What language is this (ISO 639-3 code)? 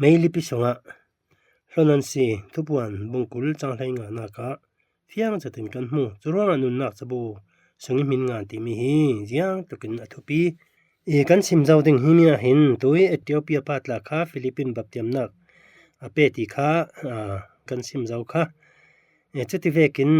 cfm